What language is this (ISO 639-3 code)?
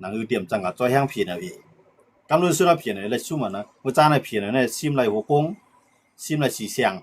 shn